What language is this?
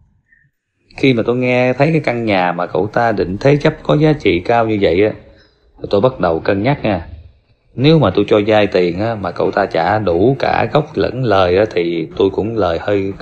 Vietnamese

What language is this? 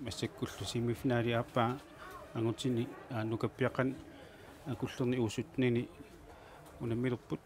Kalaallisut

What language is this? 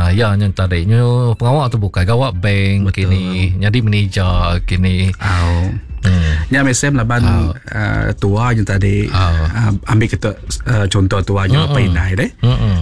Iban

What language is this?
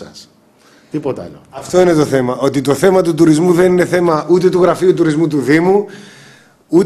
Greek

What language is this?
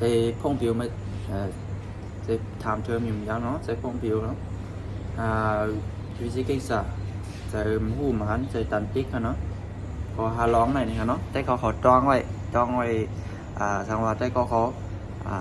Shan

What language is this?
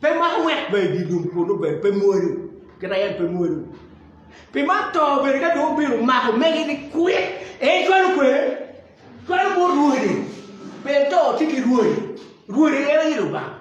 Acoli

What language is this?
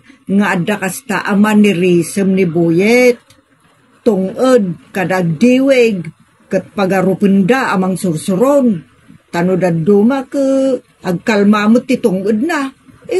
Iloko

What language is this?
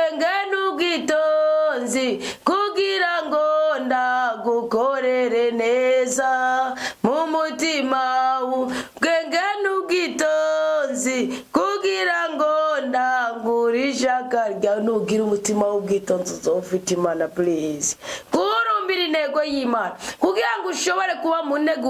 Rundi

